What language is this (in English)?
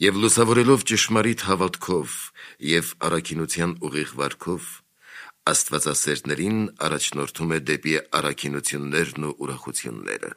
Armenian